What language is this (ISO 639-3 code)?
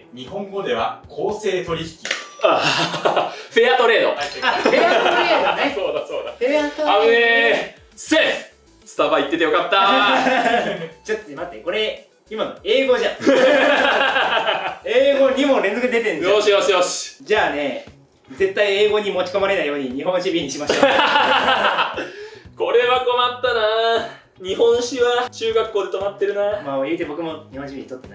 jpn